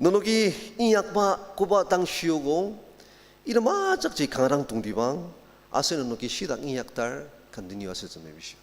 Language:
Ao Naga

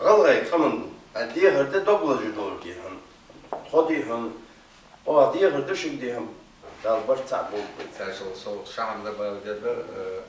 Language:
Ingush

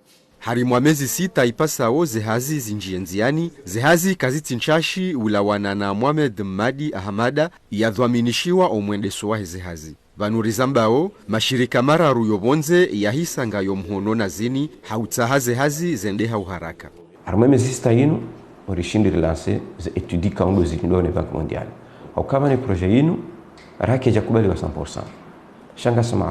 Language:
Ngazidja Comorian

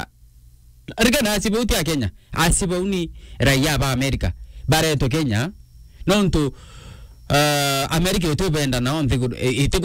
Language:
Meru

